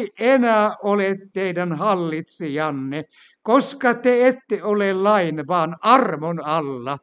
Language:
Finnish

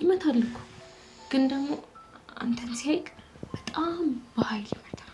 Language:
Amharic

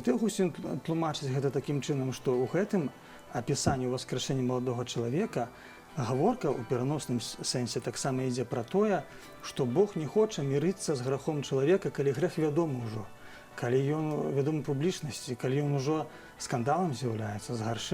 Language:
Belarusian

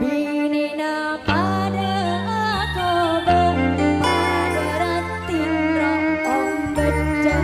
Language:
Madurese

